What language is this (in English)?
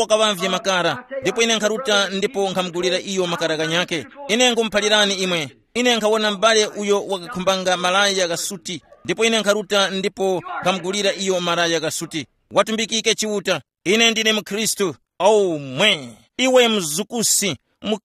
Tumbuka